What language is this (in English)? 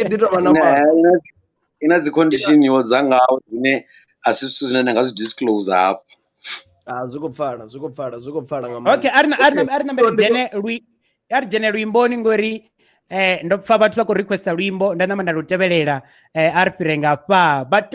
Venda